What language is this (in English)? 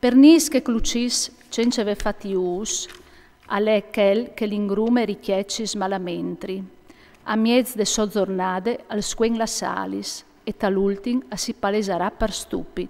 Friulian